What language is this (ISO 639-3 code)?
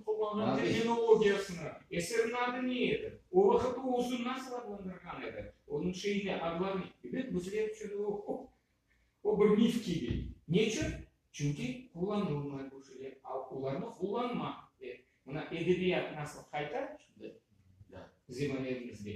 crh